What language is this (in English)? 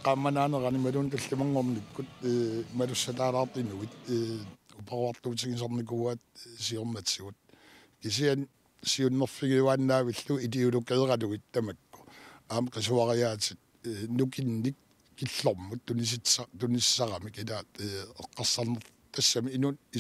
Kalaallisut